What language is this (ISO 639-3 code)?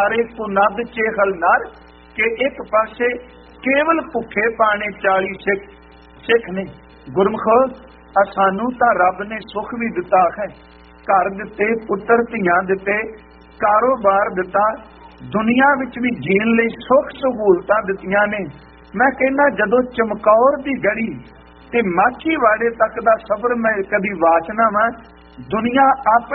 pan